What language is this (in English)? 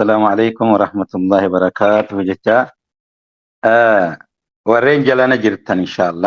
Oromo